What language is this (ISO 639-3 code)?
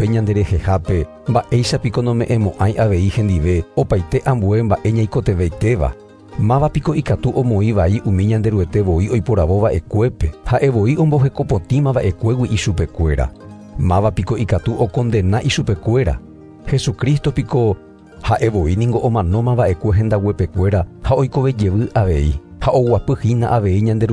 grn